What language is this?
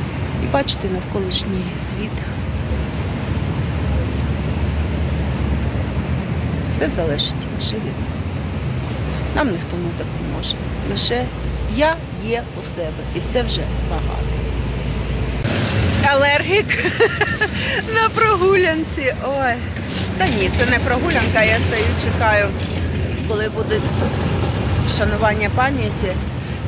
Ukrainian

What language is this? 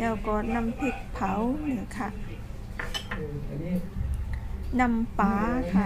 Shan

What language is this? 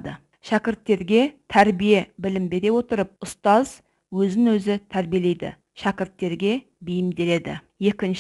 Kazakh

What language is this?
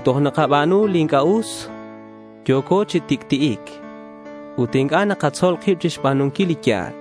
Kekchí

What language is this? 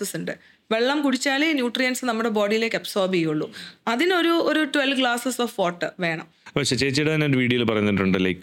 Malayalam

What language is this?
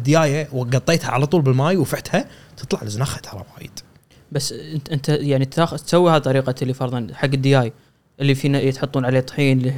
Gulf Arabic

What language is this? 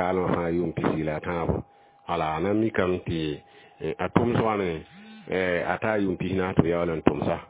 Mossi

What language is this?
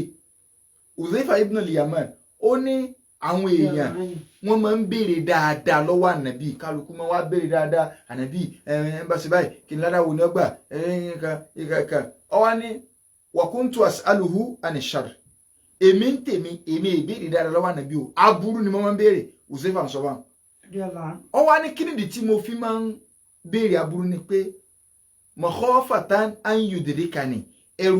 Yoruba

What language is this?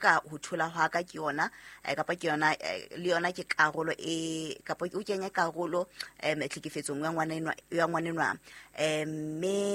Southern Sotho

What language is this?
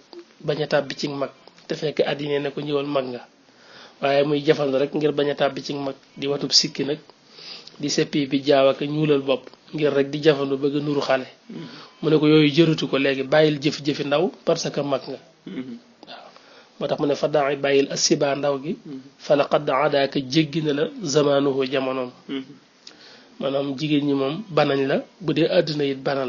Wolof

